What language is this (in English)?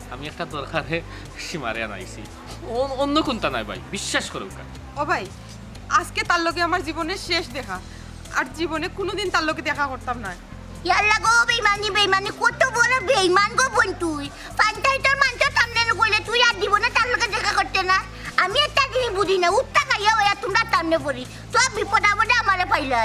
Sylheti